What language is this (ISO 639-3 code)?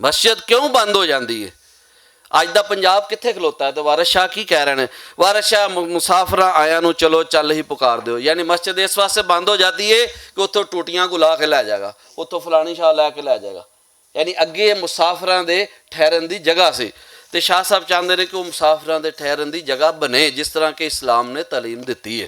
lah